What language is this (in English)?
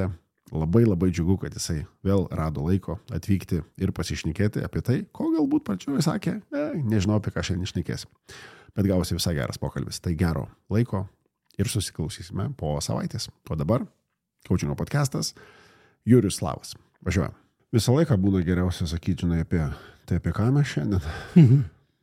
Lithuanian